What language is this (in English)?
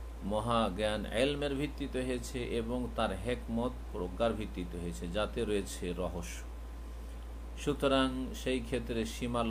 Bangla